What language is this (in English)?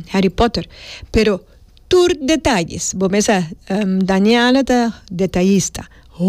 Papiamento